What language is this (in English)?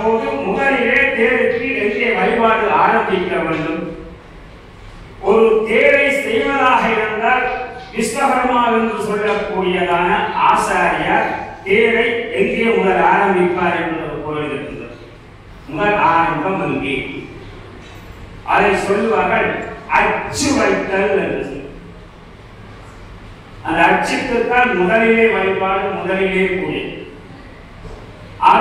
Tamil